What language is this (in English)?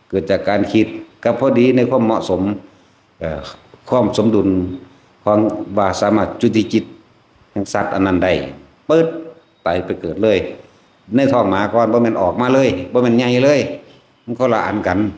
Northeastern Thai